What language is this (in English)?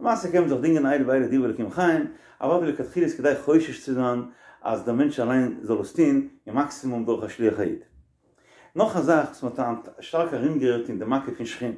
Yiddish